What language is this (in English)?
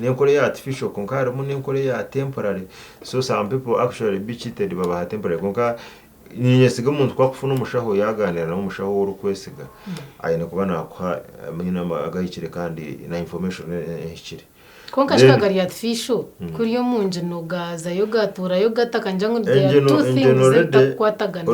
Nyankole